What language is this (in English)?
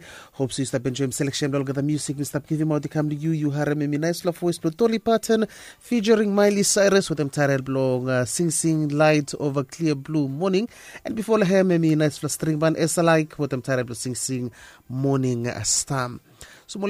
Bislama